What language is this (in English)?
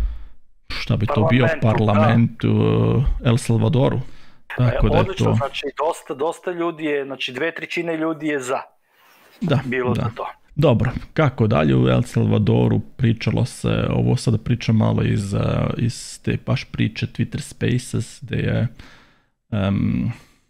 Serbian